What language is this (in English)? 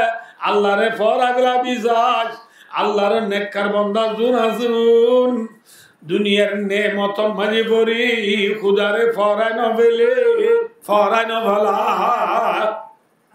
Rohingya